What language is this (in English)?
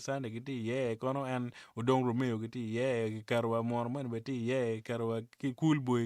Acoli